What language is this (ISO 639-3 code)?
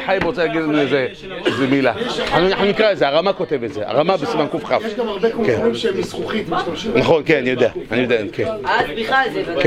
heb